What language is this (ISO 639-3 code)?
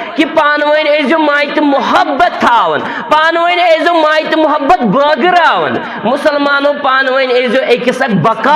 kas